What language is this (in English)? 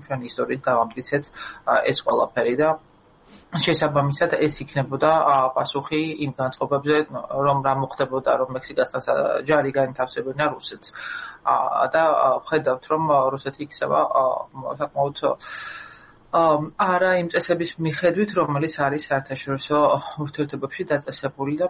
Georgian